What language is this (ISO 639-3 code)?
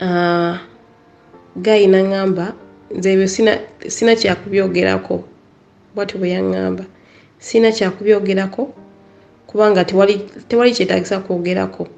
lug